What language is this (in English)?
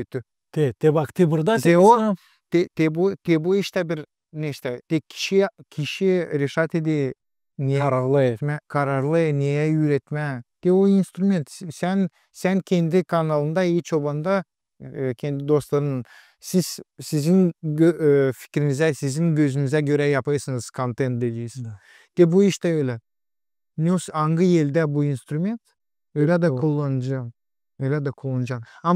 Gagauz